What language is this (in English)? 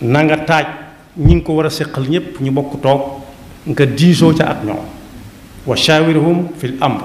Wolof